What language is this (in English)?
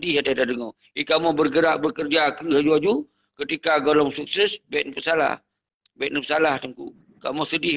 Achinese